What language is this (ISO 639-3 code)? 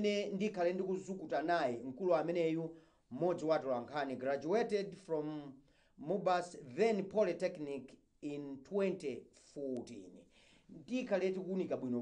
nya